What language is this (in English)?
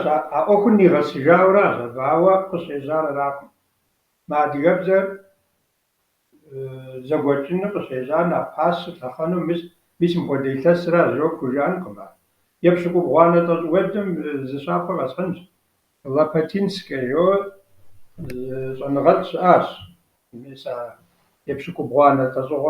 Kabardian